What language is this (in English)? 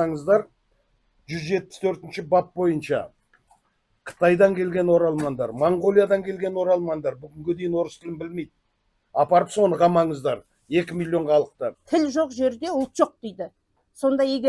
Kazakh